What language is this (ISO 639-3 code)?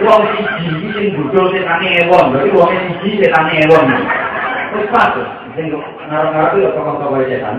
jav